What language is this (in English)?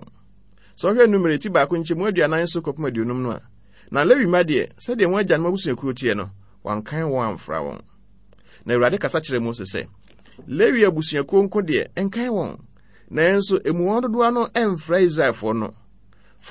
Akan